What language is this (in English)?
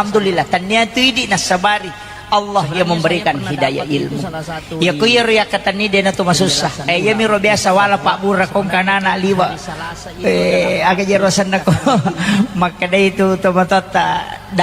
Buginese